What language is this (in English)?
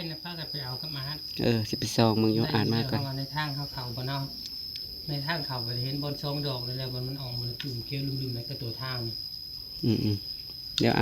Northeastern Thai